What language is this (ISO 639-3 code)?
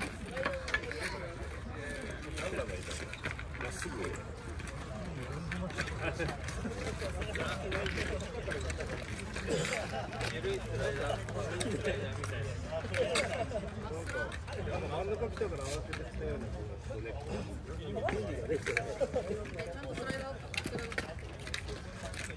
jpn